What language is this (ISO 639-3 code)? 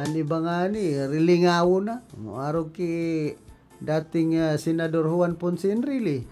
bik